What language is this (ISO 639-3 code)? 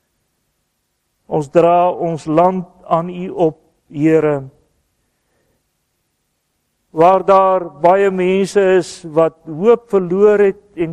afr